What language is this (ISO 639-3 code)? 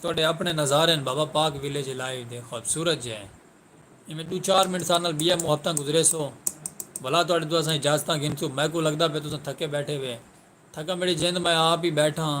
skr